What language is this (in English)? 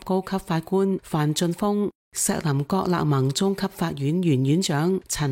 Cantonese